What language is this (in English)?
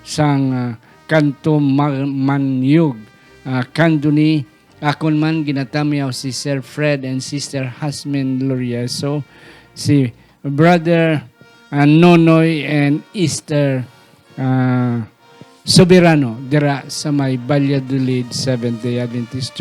Hiligaynon